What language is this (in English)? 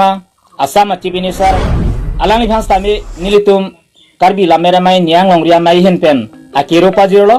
Karbi